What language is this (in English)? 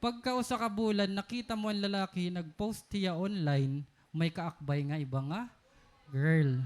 Waray